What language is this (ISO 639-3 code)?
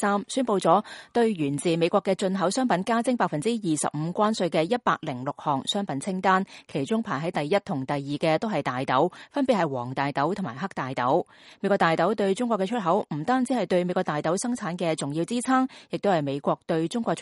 yue